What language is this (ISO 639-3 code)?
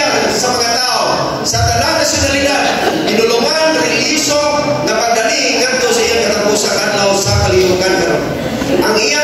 ceb